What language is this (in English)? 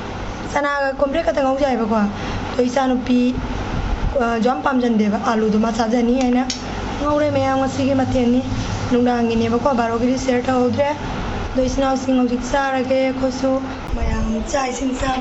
Manipuri